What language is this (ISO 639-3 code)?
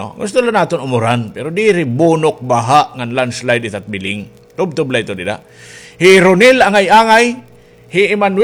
war